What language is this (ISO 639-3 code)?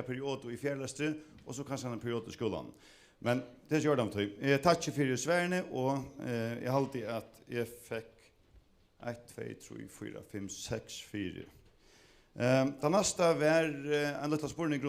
fao